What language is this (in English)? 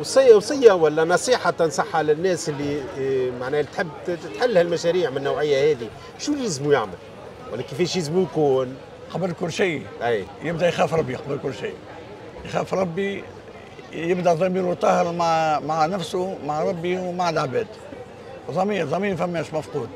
Tunisian Arabic